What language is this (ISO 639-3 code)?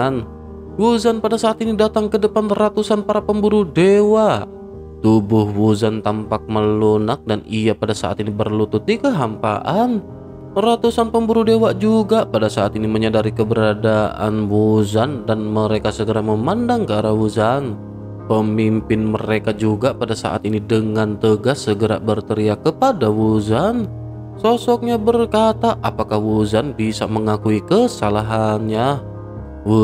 ind